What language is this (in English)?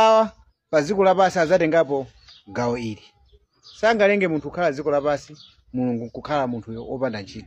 Nyanja